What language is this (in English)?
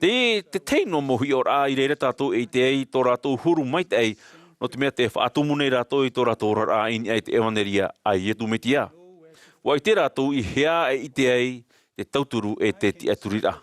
Tahitian